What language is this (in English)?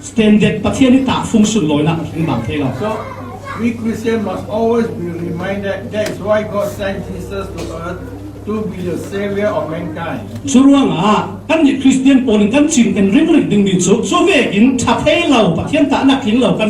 Falam Chin